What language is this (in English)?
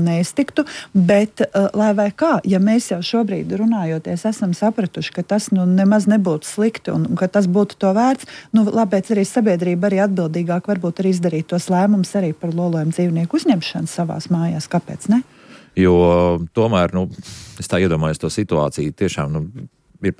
Latvian